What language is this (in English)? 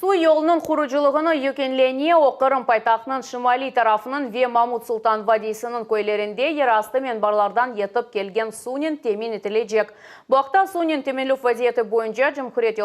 Crimean Tatar